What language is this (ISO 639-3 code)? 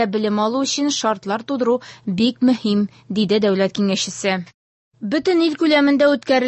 tat